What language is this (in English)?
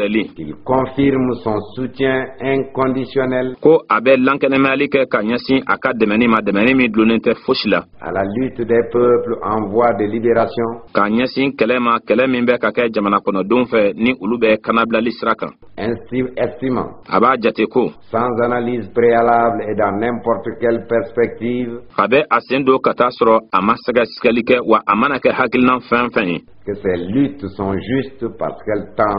Bambara